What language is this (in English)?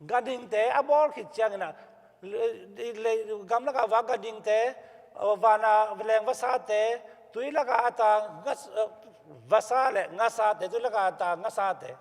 Tedim Chin